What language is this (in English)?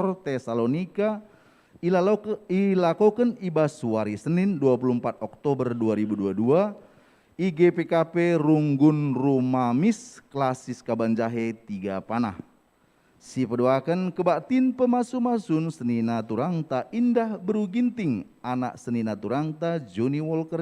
Batak Karo